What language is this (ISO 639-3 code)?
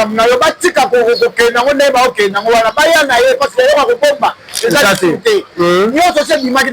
lin